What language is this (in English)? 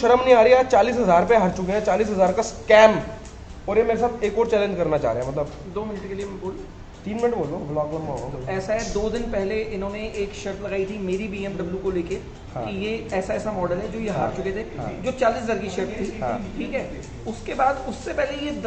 Hindi